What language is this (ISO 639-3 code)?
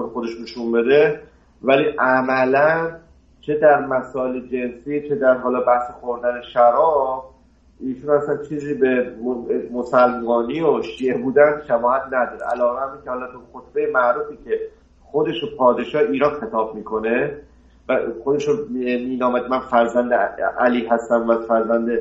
fas